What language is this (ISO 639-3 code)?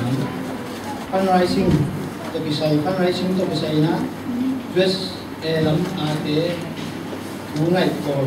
ctd